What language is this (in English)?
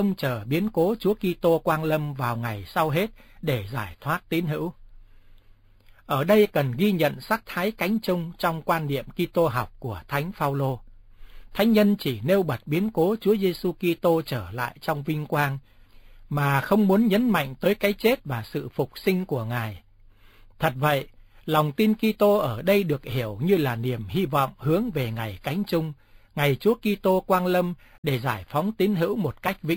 Vietnamese